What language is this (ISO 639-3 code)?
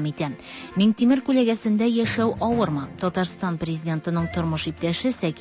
tat